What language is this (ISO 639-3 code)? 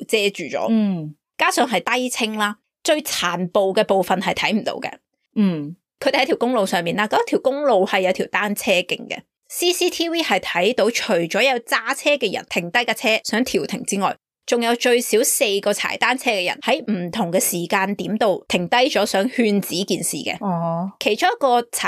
yue